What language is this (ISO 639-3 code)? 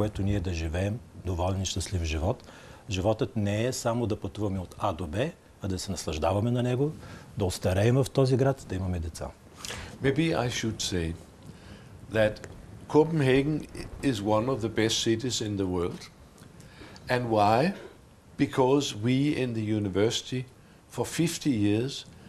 bul